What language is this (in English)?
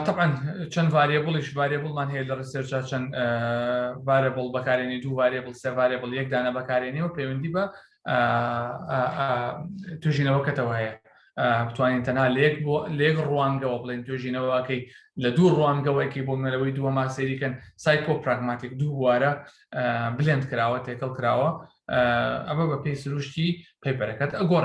Central Kurdish